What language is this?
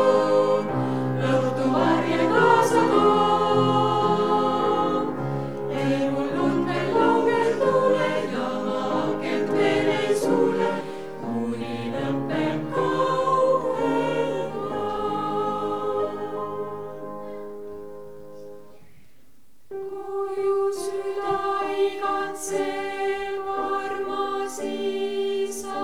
Estonian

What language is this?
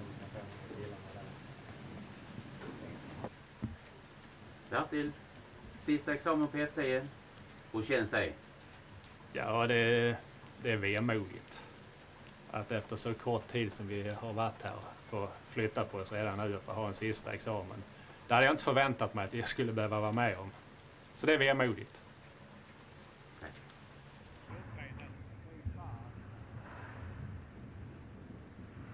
Swedish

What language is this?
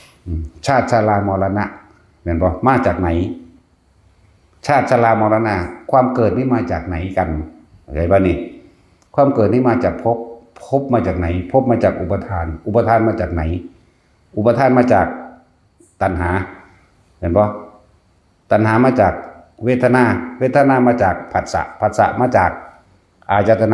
Northeastern Thai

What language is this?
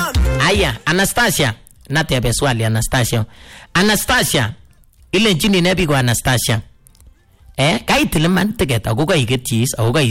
Swahili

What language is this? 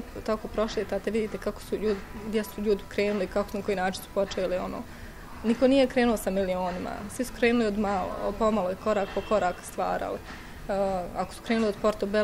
Bosnian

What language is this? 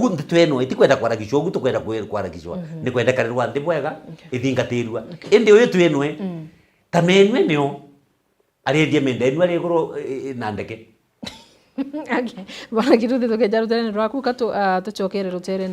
Meru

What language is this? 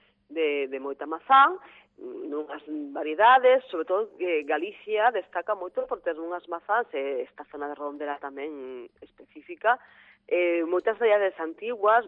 Galician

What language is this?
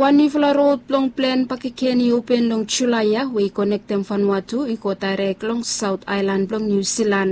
Bislama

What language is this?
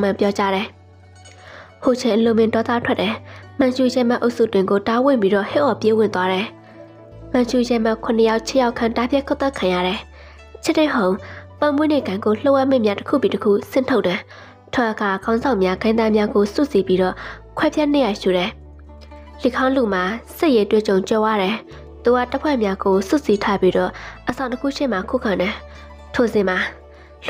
Burmese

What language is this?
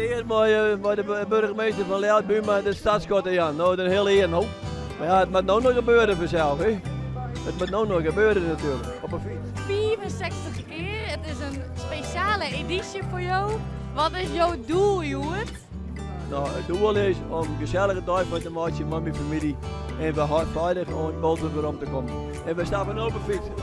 Western Frisian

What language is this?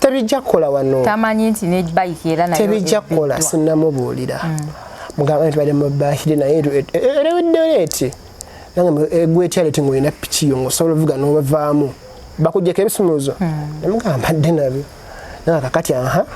Ganda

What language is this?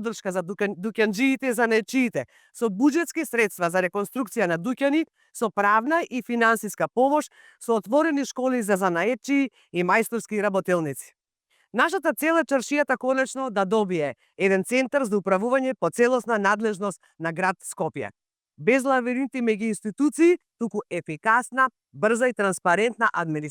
Macedonian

